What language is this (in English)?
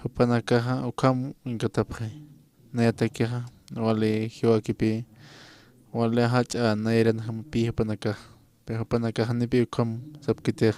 Aymara